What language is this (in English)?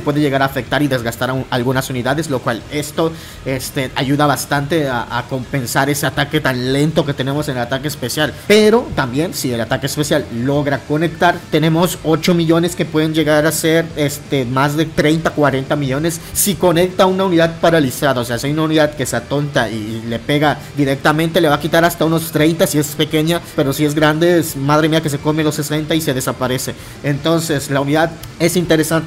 Spanish